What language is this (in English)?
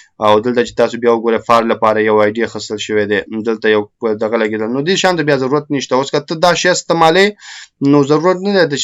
Pashto